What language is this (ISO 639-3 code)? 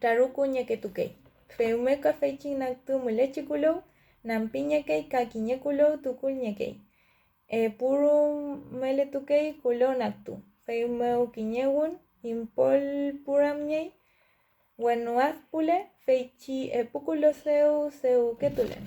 arn